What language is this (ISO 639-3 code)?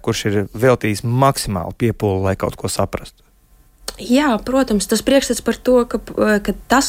lav